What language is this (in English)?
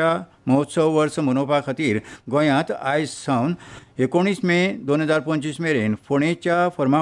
Konkani